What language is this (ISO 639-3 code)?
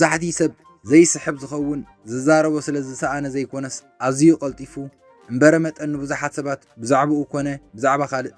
tir